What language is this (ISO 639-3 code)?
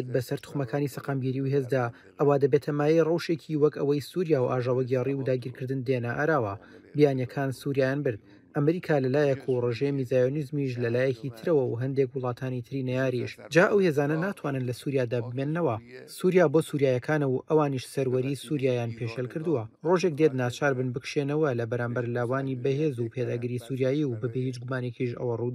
ckb